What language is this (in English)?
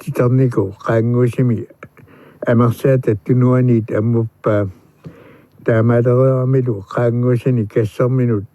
Kalaallisut